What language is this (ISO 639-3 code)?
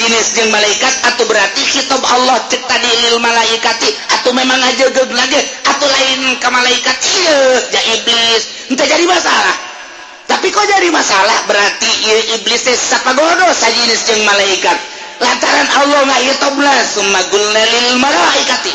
sun